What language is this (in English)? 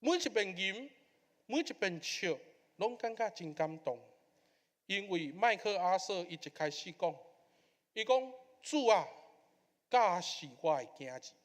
Min Nan Chinese